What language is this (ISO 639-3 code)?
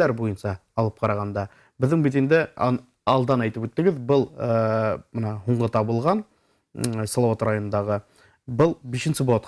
bak